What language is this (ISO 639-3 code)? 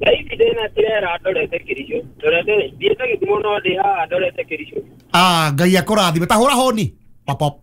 kik